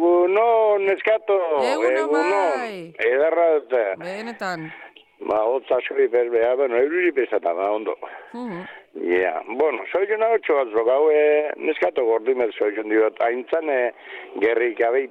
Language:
Basque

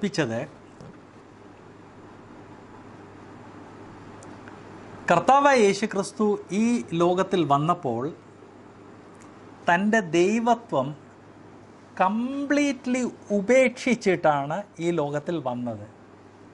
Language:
Malayalam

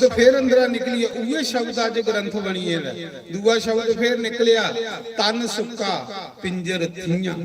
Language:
Dogri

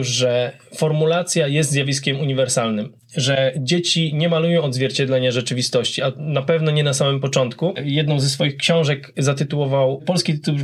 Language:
Polish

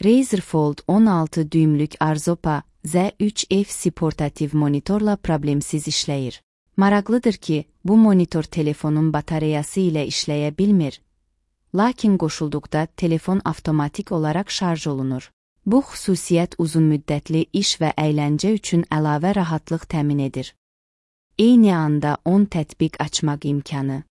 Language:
Azerbaijani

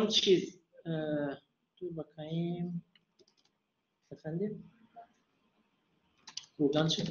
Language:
Turkish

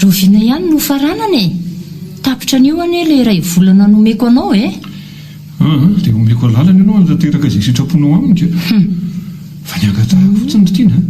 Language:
Malagasy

